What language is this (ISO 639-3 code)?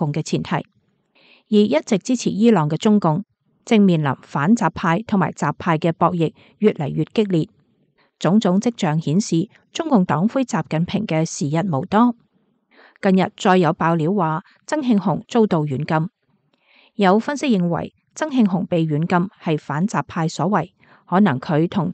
yue